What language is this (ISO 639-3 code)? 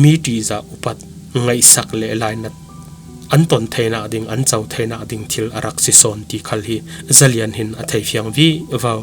cfm